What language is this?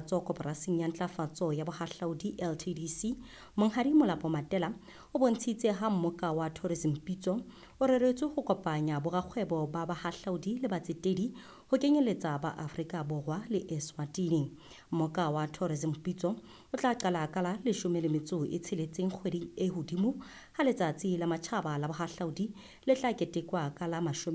Southern Sotho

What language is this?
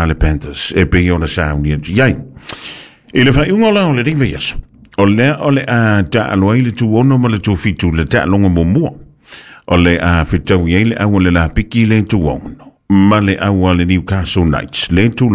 Samoan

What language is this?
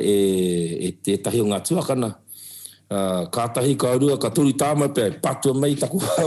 Māori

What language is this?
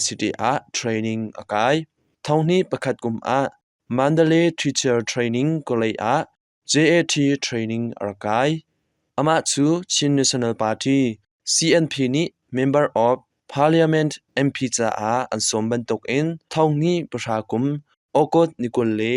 Hakha Chin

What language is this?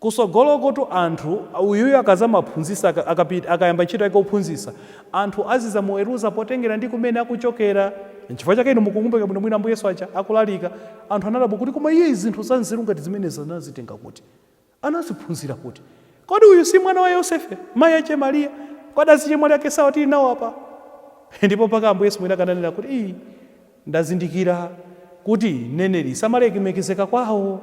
Nyanja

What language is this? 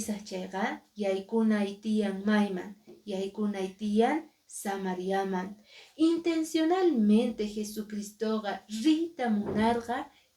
Quechua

